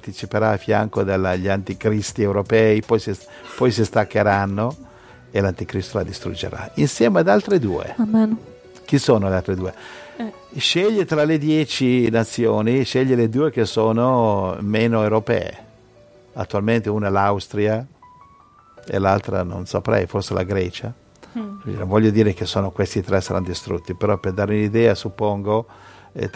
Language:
Italian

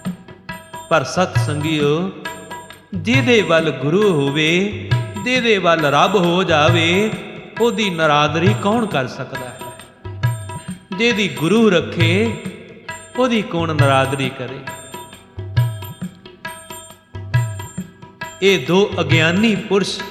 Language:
Punjabi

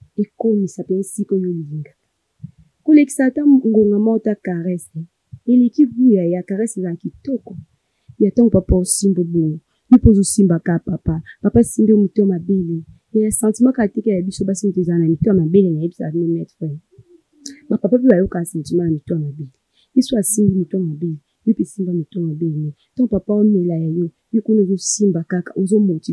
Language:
Lingala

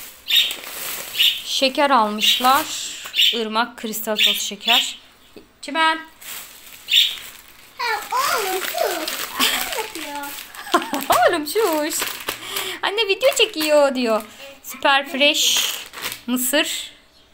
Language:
Turkish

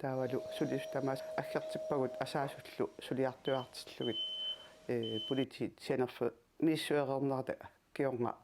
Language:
Kalaallisut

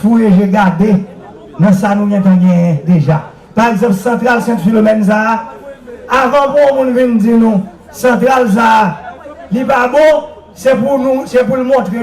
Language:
Haitian Creole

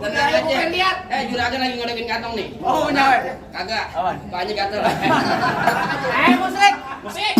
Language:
Betawi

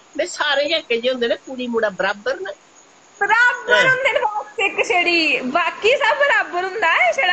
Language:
Dogri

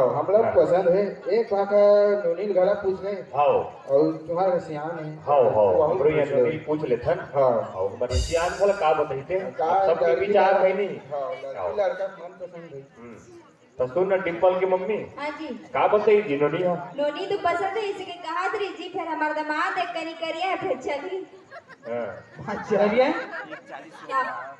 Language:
Chhattisgarhi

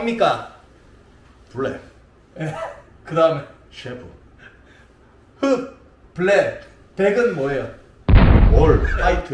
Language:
Korean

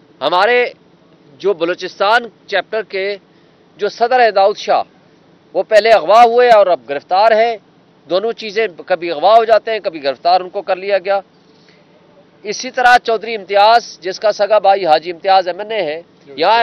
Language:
Urdu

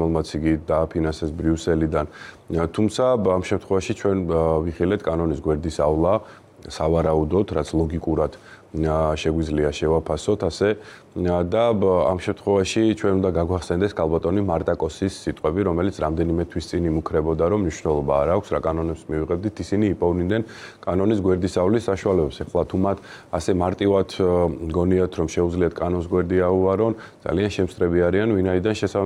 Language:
Georgian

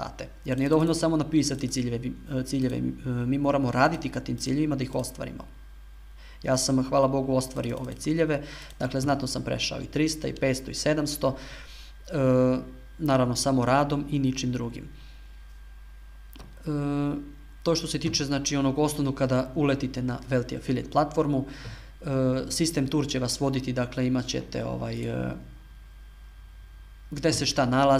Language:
Serbian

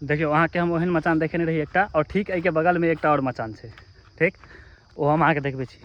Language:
Maithili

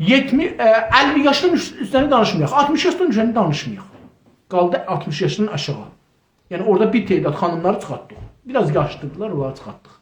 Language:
South Azerbaijani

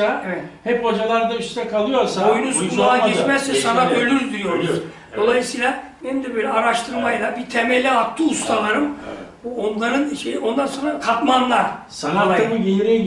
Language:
Turkish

